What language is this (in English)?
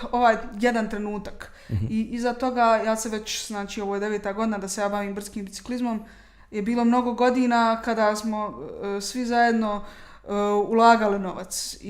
Bosnian